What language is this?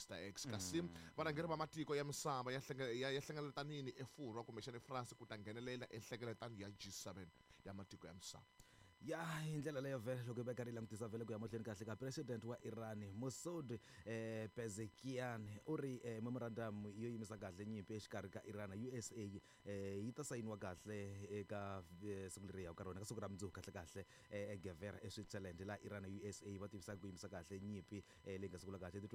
Tsonga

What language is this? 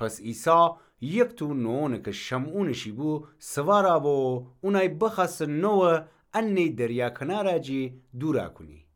Gilaki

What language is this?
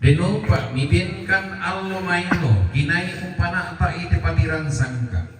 Toraja-Sa'dan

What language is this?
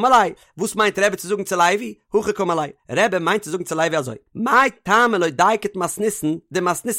Yiddish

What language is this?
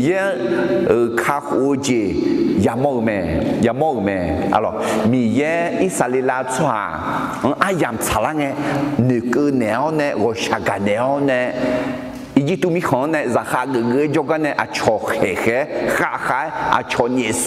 Akha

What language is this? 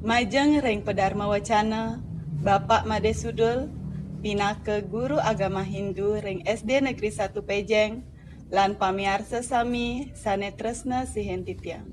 Balinese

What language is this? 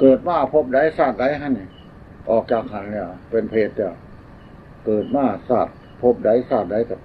Northeastern Thai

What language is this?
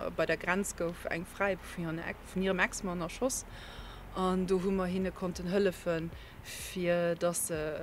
Luxembourgish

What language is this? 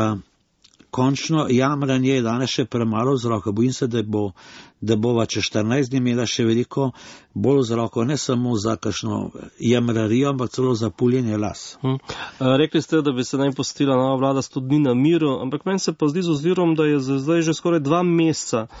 Slovenian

